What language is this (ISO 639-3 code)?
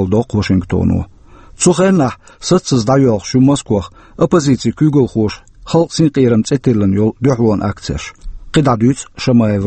che